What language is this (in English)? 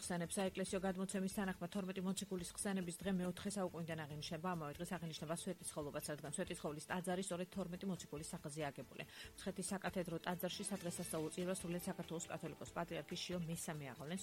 Georgian